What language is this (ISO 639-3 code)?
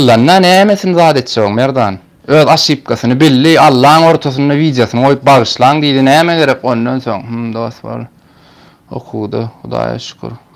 tuk